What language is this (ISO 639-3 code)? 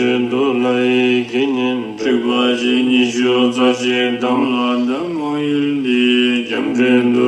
bod